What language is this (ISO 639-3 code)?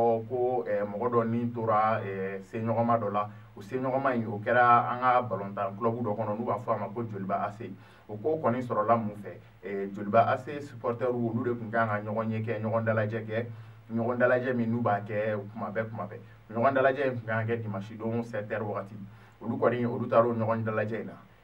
bam